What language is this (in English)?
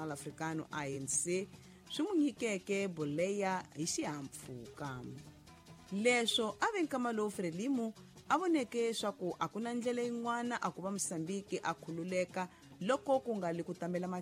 Tsonga